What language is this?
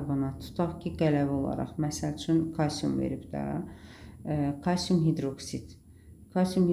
Azerbaijani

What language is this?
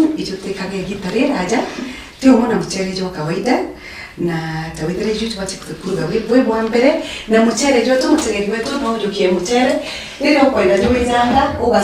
Meru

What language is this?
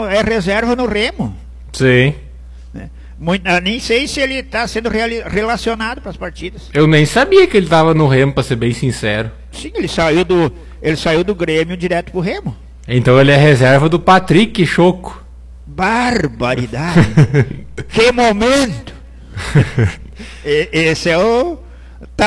Portuguese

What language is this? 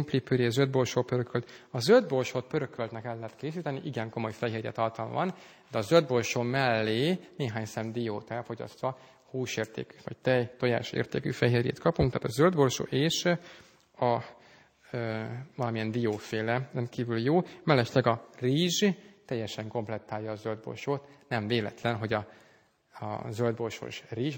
Hungarian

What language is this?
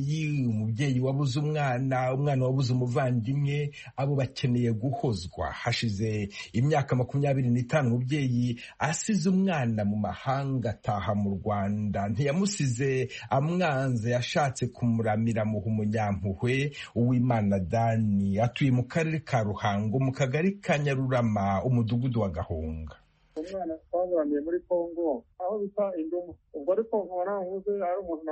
Kinyarwanda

